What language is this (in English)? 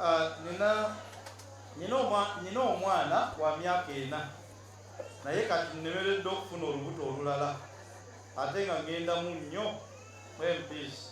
Ganda